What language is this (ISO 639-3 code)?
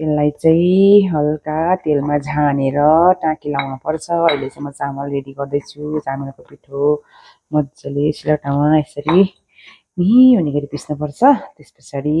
nep